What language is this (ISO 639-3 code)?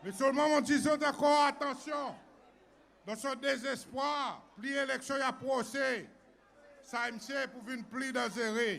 crs